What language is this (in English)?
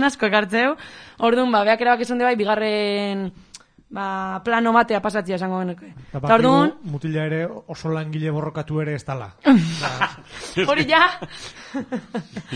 Basque